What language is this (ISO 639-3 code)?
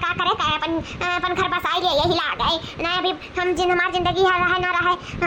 awa